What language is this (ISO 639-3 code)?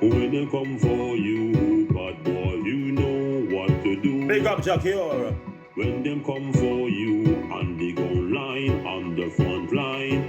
jam